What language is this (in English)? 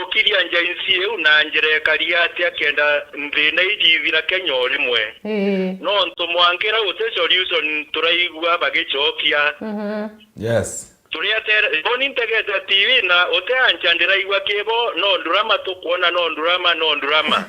Meru